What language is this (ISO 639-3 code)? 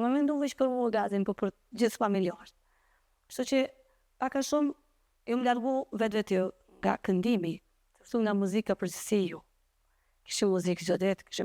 sqi